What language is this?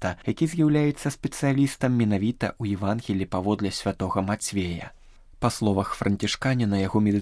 Belarusian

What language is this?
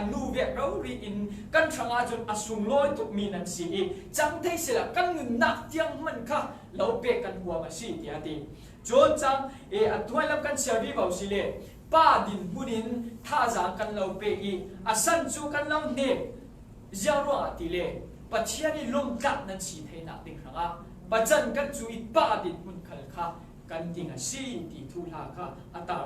Falam Chin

